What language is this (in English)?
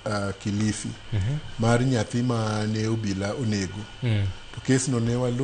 Luo (Kenya and Tanzania)